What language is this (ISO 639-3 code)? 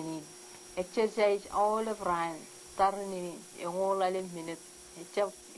mah